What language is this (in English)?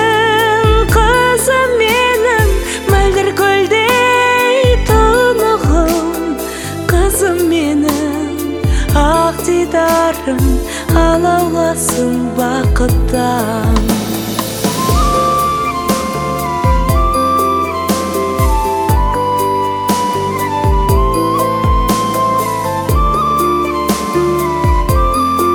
Kazakh